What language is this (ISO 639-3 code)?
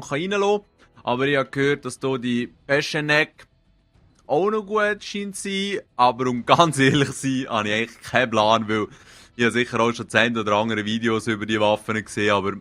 gsw